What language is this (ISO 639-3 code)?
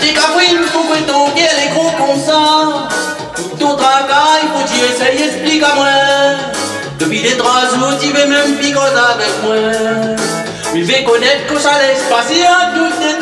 rcf